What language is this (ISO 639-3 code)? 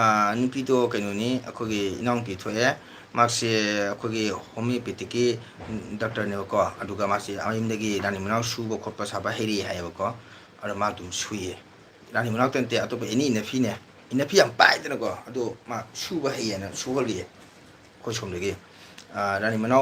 mni